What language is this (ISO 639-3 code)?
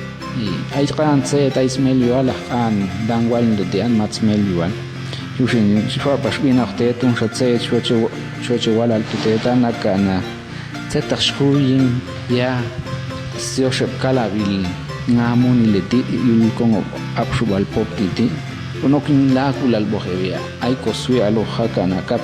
jac